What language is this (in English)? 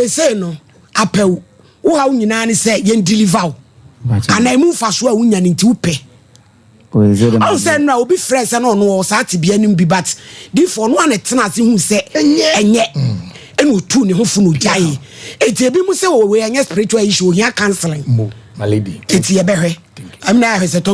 Akan